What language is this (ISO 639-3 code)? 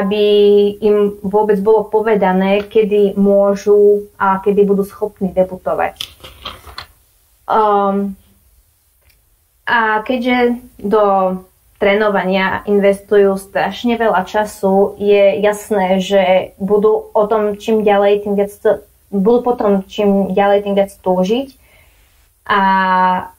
slk